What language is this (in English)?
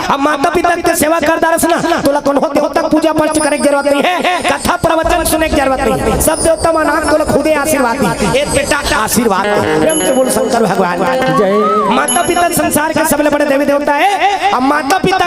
Chhattisgarhi